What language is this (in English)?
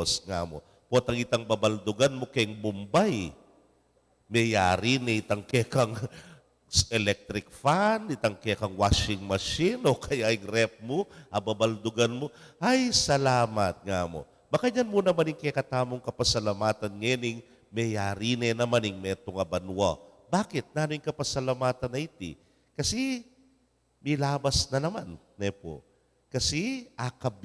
Pampanga